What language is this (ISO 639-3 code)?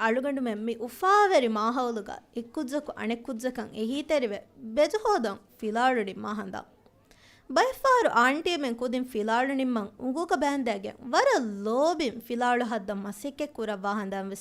div